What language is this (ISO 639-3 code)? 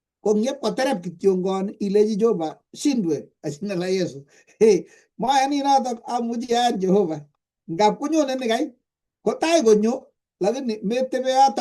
kln